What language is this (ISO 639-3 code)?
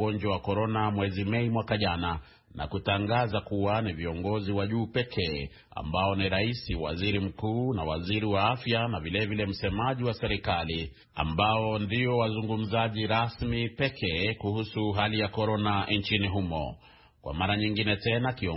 swa